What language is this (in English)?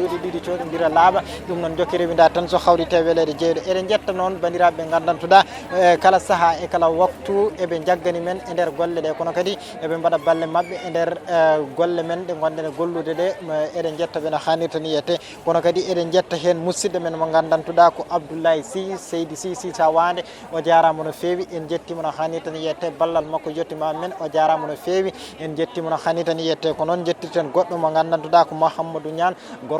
Fula